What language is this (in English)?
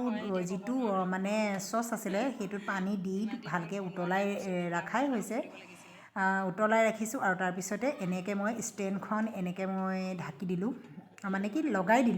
Assamese